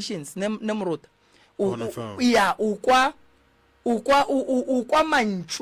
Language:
Northern Sotho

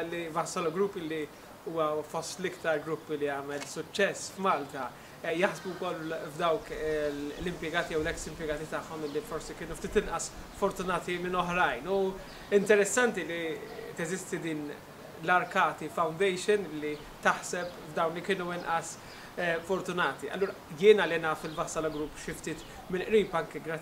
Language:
Maltese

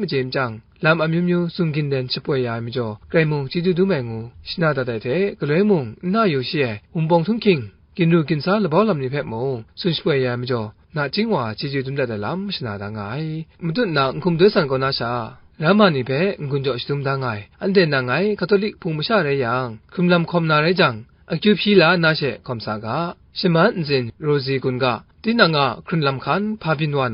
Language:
Kachin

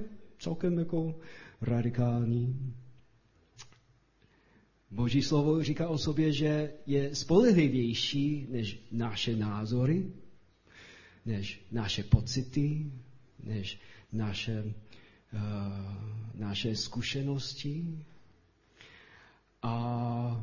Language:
Czech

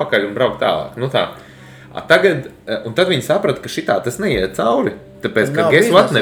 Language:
Latvian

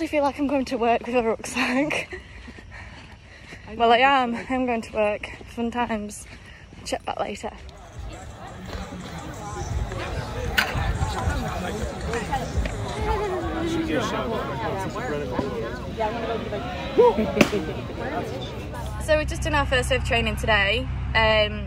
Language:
English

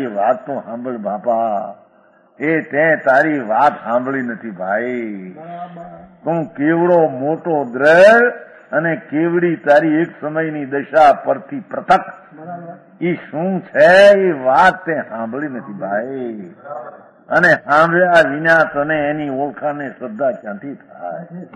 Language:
Gujarati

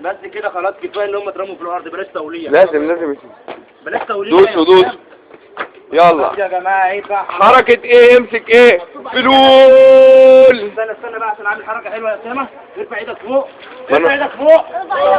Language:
Egyptian Arabic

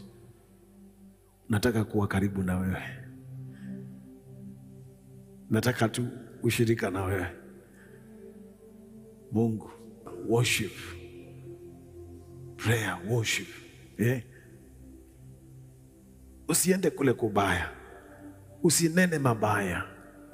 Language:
Swahili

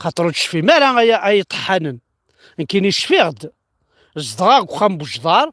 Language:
Kabyle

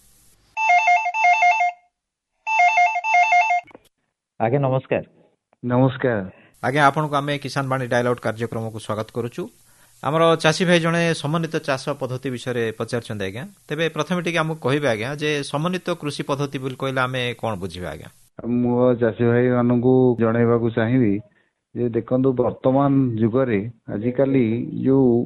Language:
Odia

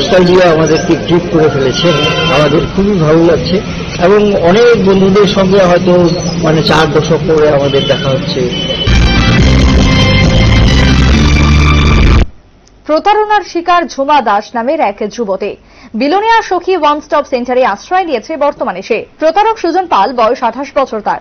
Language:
Bangla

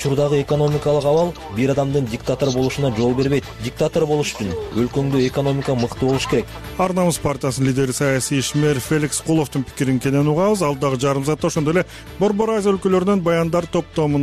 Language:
Kyrgyz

